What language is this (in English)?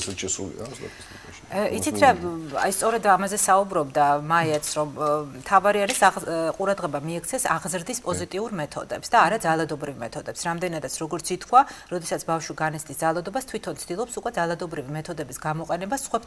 Georgian